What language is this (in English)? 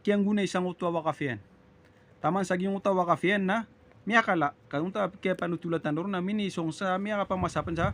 Maranao